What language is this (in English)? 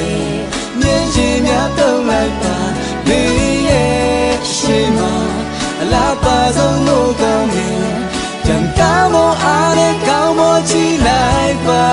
Burmese